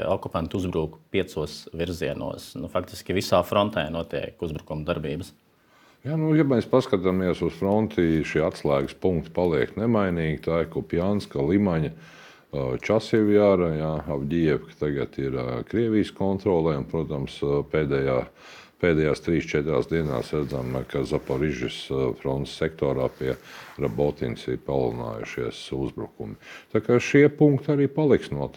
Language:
Latvian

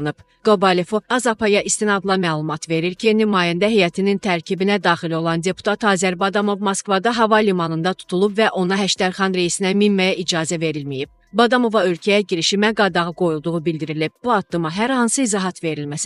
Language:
Azerbaijani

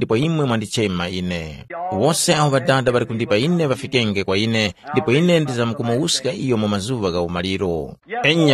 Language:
Tumbuka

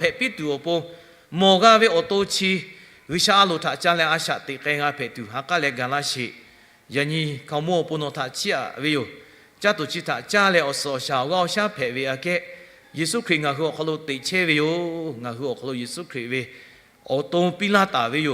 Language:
Lahu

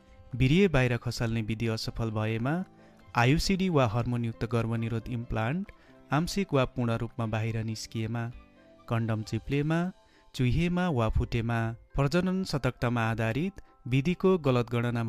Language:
Nepali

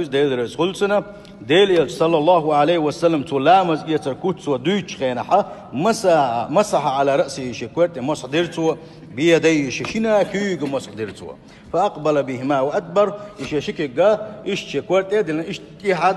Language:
Chechen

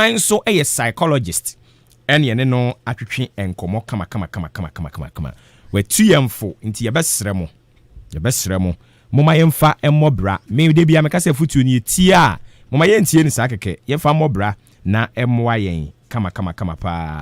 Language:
Akan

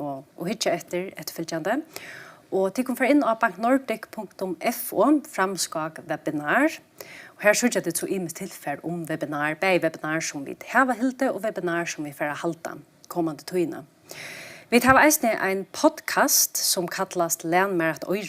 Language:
Faroese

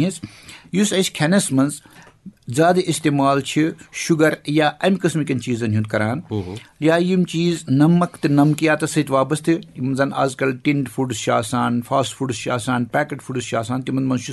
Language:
Kashmiri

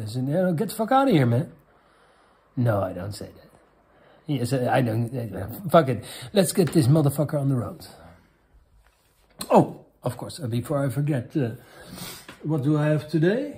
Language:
English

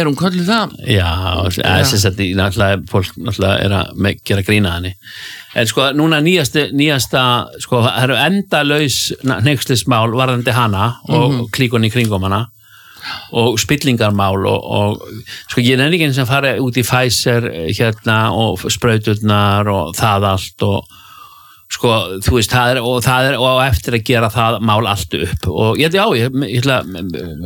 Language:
Icelandic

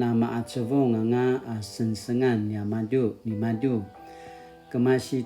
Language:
Paiwan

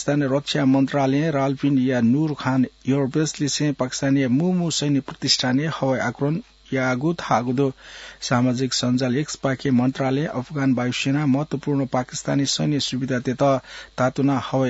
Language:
Newari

